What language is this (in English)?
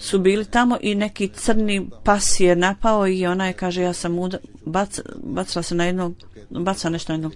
Bosnian